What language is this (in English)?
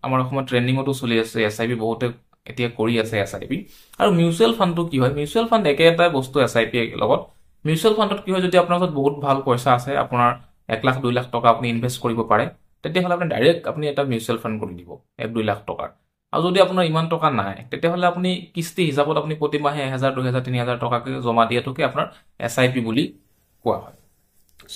Assamese